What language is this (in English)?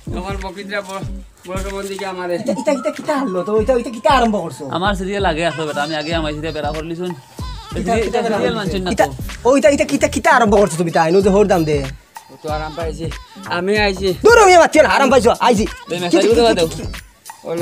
Sylheti